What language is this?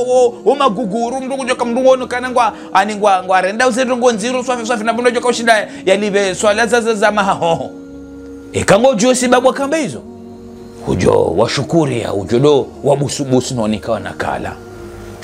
Ngazidja Comorian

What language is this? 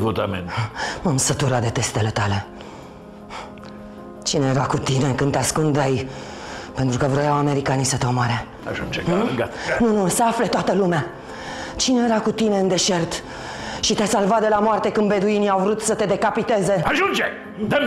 Romanian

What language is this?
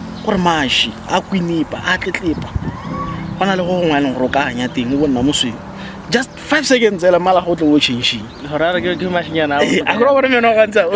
Tswana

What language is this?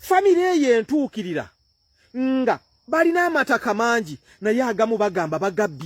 Ganda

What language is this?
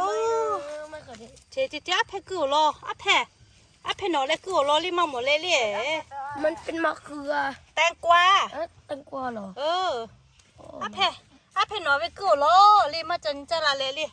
Lahu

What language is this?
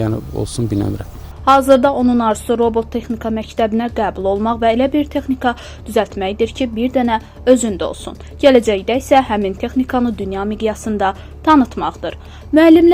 Azerbaijani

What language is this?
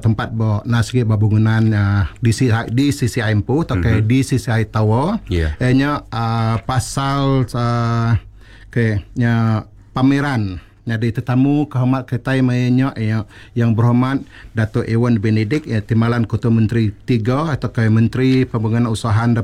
Iban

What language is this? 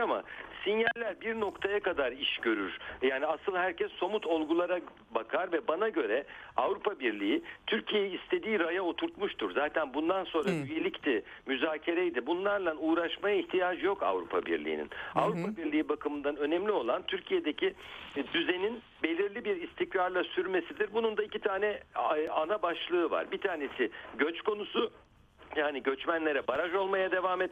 Turkish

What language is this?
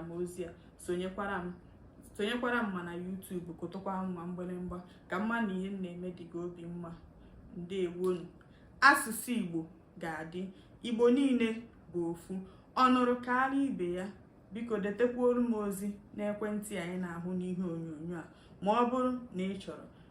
Igbo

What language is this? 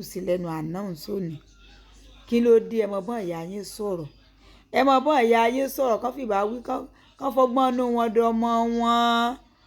Yoruba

